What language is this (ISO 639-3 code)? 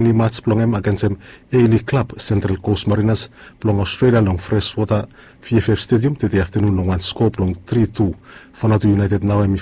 bis